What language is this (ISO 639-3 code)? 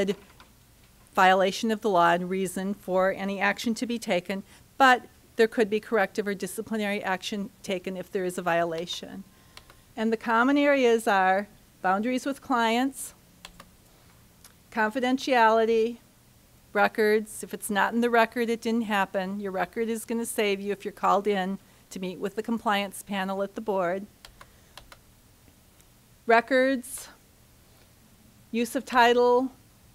eng